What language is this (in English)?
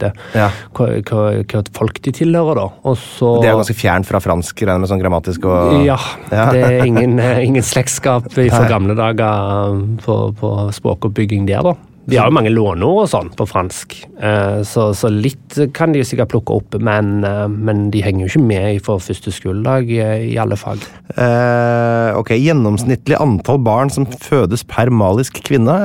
Norwegian